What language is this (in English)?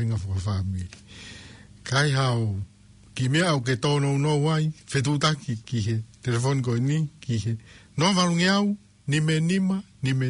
Tongan